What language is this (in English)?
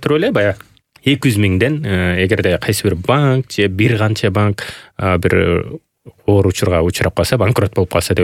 Kyrgyz